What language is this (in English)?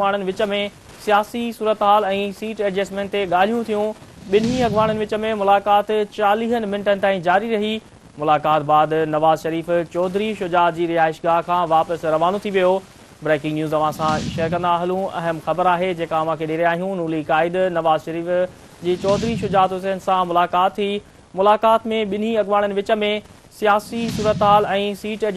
Sindhi